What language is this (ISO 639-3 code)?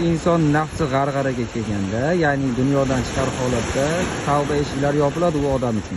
uzb